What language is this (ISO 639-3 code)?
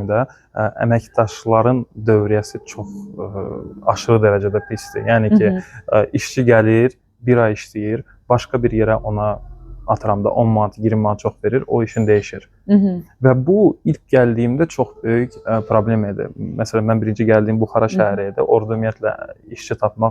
aze